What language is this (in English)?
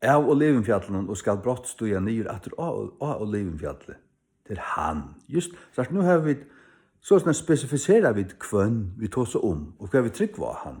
Faroese